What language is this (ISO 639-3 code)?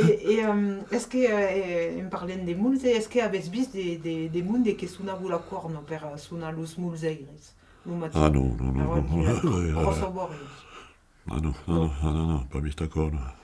oci